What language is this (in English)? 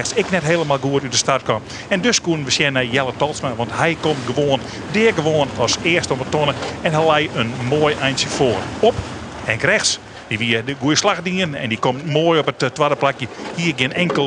Western Frisian